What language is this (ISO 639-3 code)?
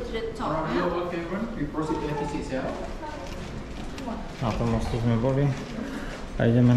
slk